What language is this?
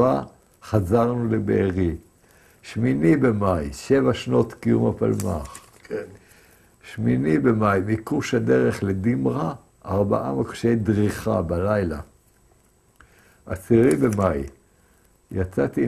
Hebrew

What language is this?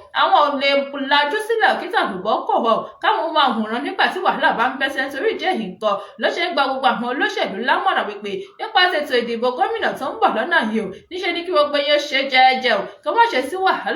Yoruba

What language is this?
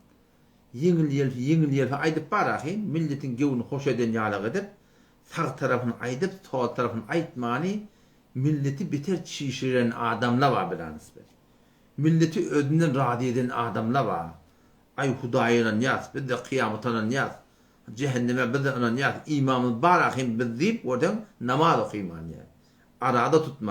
Turkmen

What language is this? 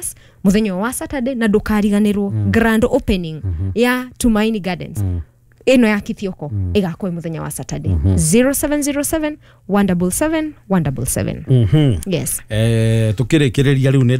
Kikuyu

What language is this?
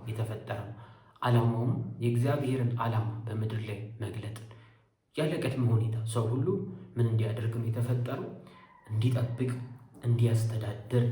Amharic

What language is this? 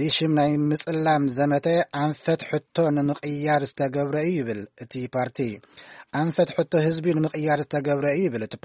Tigrinya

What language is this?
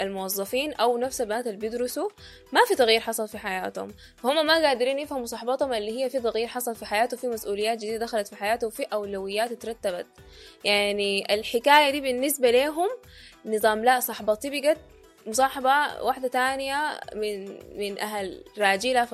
Sudanese Arabic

